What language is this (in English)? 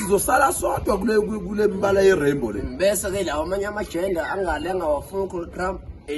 Zulu